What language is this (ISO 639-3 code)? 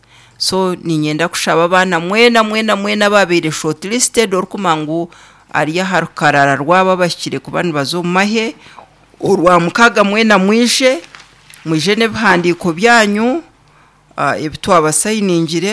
nyn